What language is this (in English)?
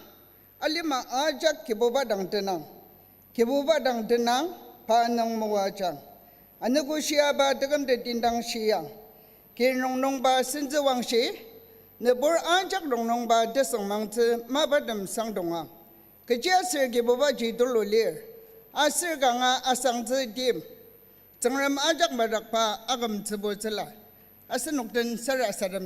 Ao Naga